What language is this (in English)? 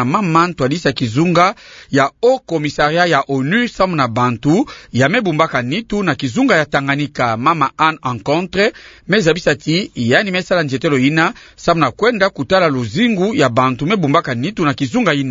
Kituba (Democratic Republic of Congo)